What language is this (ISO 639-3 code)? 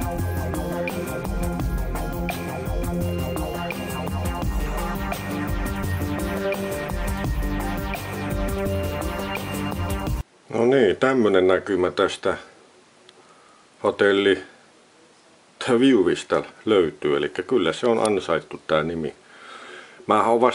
fin